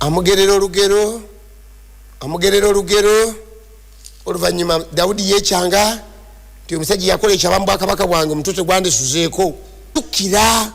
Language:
Ganda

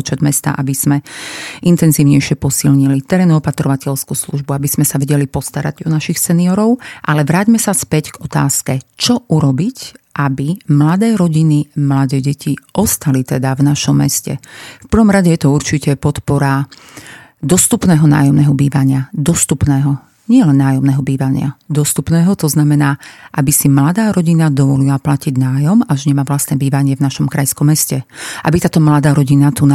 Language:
Slovak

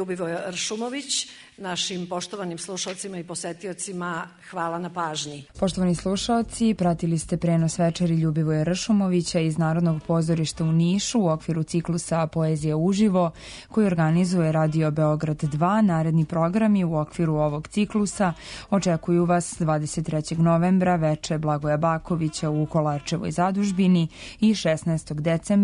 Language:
Serbian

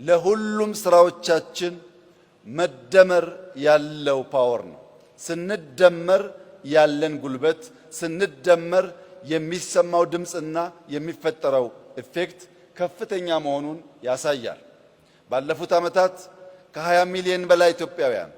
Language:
Amharic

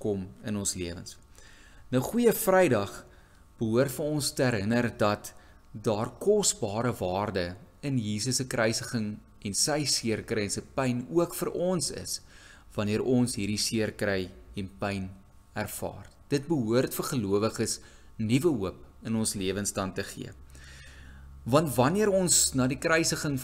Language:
Afrikaans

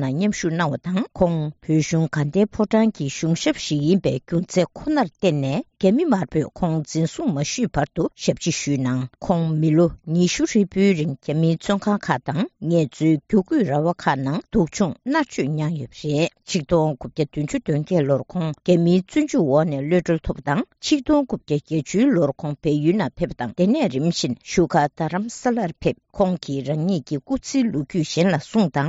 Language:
Tibetan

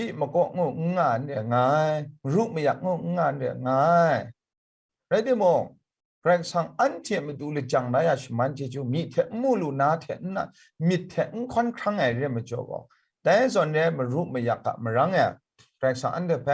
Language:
Kachin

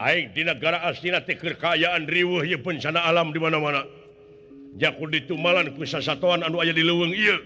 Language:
Sundanese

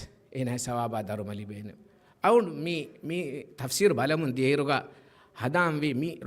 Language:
Divehi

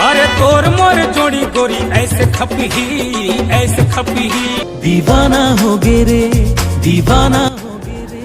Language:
Chhattisgarhi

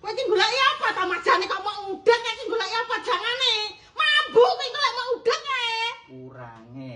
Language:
Javanese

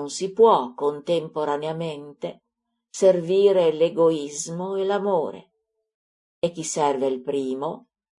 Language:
Italian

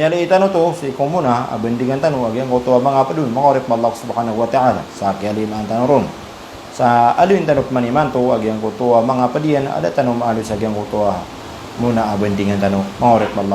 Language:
Maranao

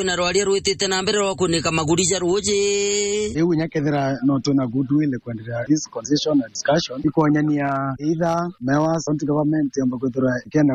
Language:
Meru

